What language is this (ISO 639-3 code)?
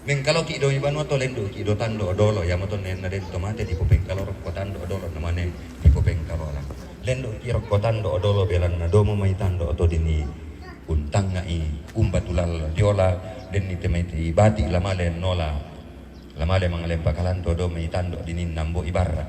sda